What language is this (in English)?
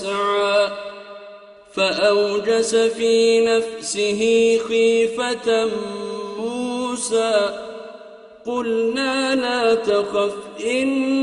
Arabic